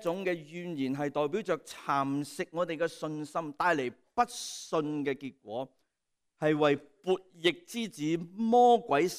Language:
Cantonese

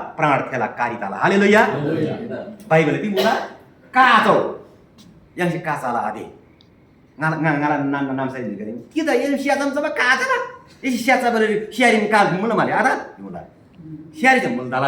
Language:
Eastern Tamang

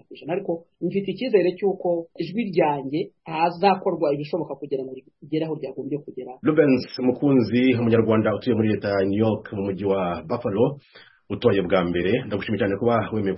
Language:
Kinyarwanda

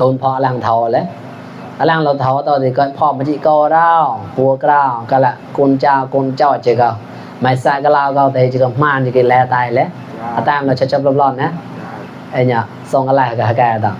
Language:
Mon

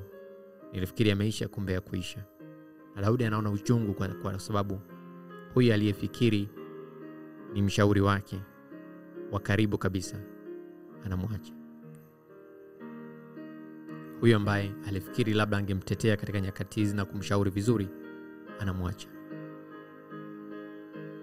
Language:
Swahili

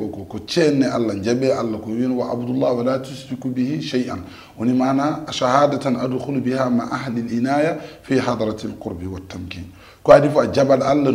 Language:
Fula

